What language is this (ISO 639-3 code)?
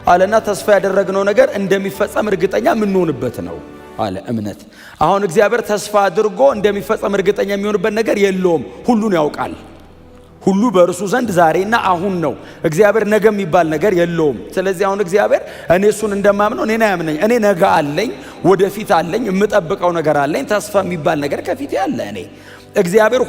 amh